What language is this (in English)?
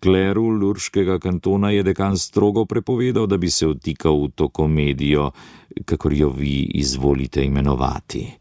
Slovenian